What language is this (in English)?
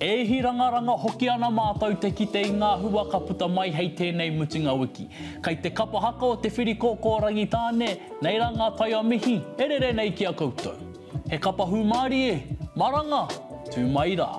Māori